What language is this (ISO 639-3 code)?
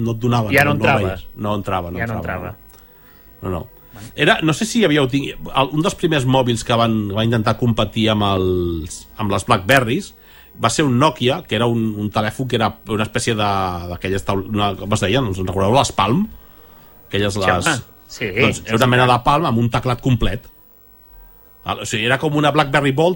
cat